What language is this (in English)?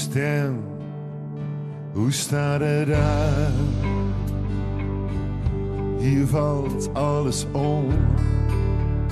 Dutch